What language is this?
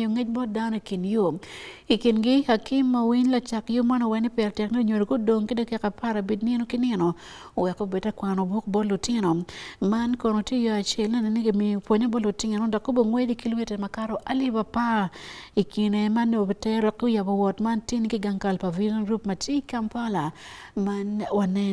Acoli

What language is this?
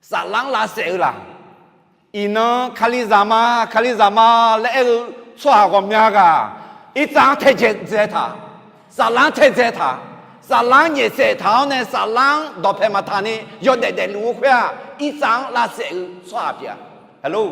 Akha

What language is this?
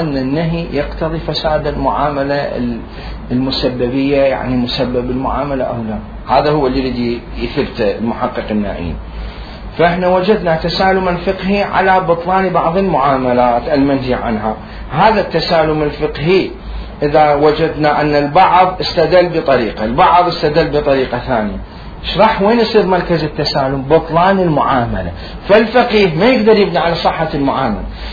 Mesopotamian Arabic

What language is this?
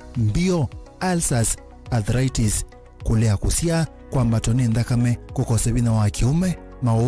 Kamba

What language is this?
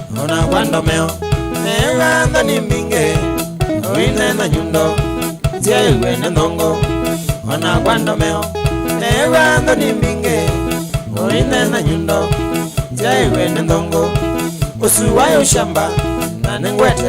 Kamba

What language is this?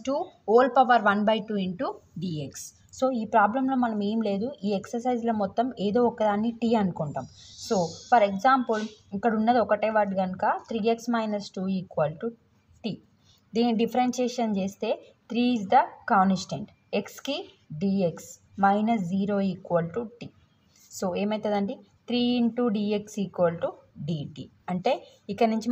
Telugu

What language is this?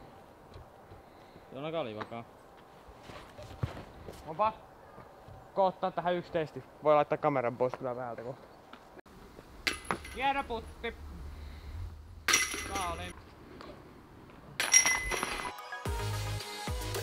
Finnish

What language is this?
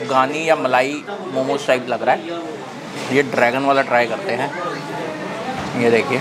Hindi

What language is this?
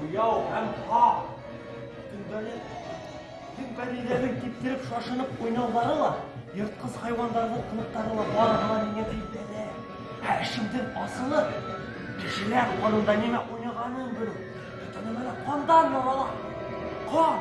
Bashkir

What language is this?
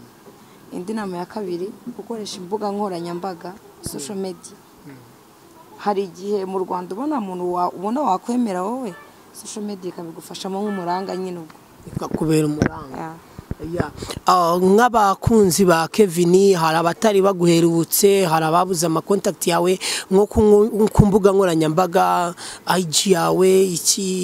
Kinyarwanda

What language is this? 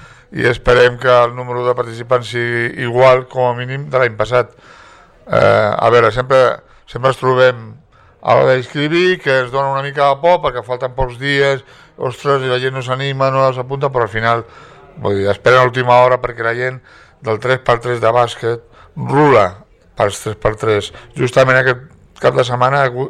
Catalan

